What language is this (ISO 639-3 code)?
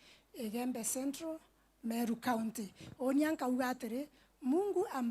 mer